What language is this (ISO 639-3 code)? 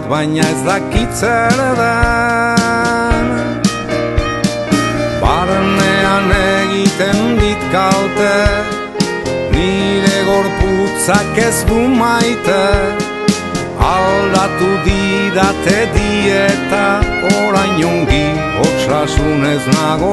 eus